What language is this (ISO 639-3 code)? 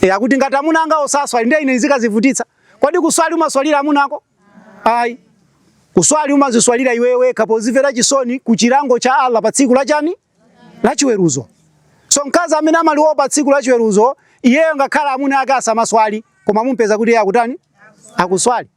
nya